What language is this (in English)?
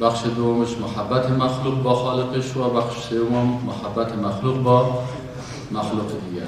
Persian